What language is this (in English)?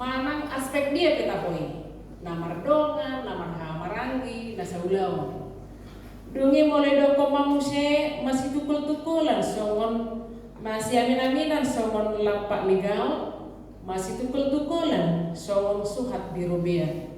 Batak Toba